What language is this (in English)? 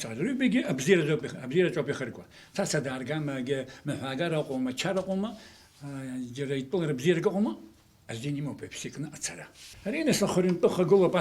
Abkhazian